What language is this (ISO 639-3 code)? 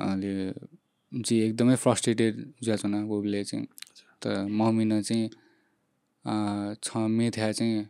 new